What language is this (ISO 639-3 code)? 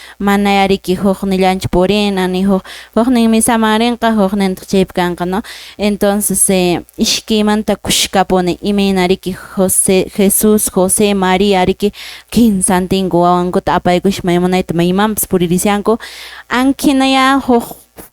que